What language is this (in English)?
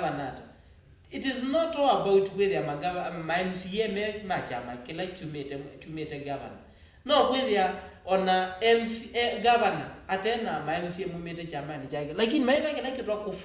Kamba